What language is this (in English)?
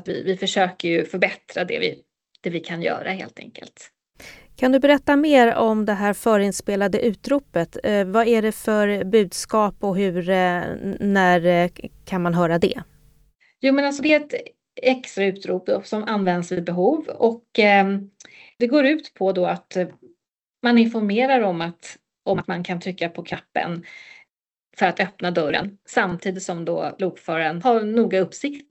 Swedish